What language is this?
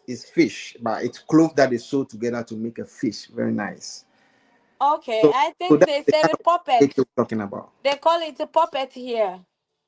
Ewe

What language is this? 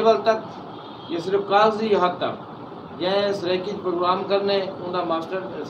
Saraiki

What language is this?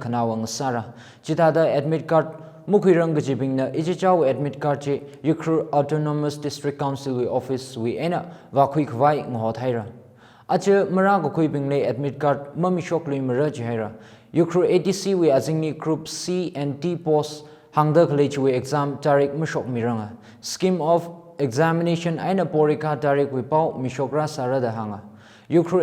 Tangkhul Naga (India)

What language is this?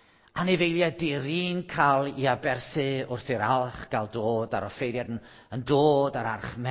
Welsh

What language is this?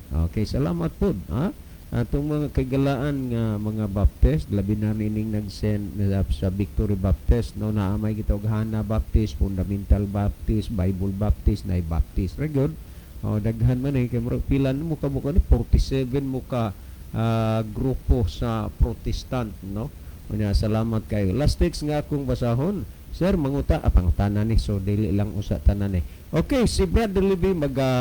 Cebuano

